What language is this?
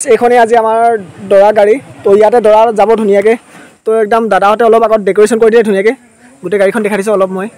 Assamese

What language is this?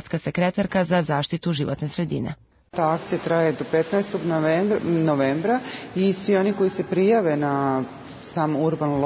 Serbian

